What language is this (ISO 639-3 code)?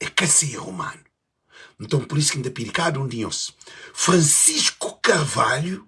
kea